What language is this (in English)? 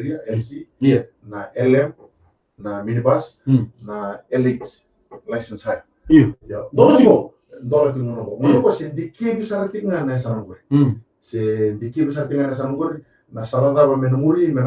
Fijian